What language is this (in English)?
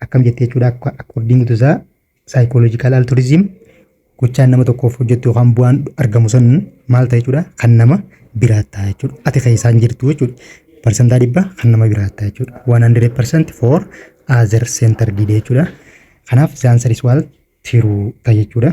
Oromo